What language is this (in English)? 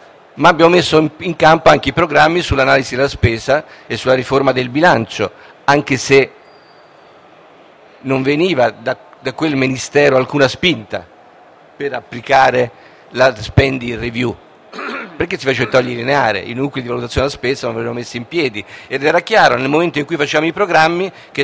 Italian